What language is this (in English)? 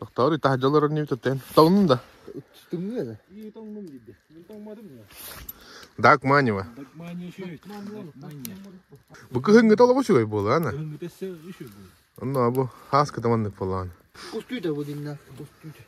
Yakut